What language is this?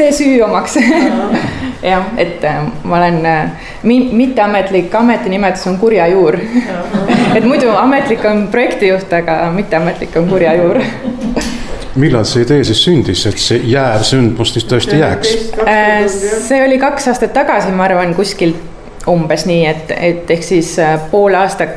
Estonian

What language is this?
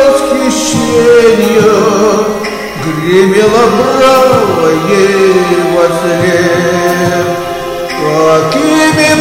Russian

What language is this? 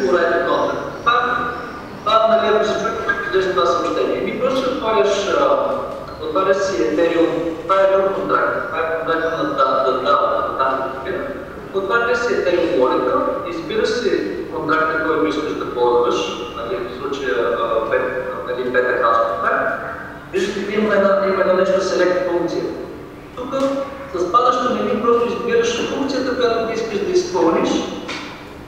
Bulgarian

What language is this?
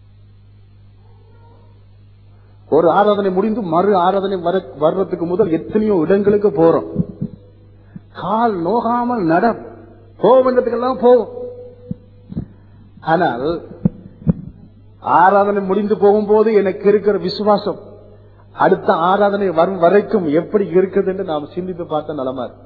Tamil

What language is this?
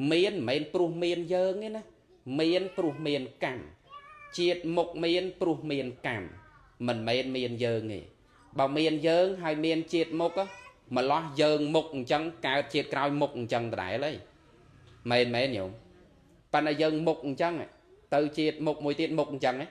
Khmer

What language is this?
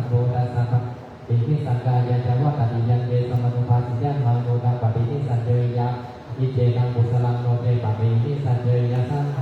Pali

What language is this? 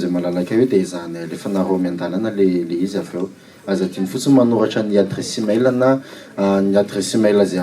Malagasy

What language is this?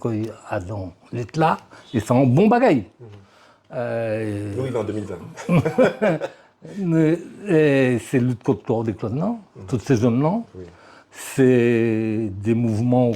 Guadeloupean Creole French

